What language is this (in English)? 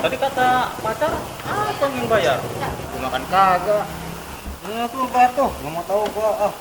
Betawi